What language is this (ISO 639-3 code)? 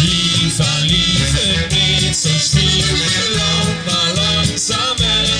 lim